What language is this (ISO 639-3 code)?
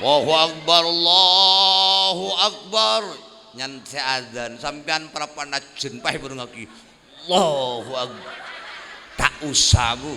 mad